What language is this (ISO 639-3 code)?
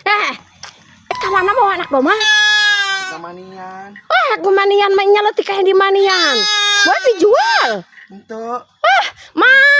sun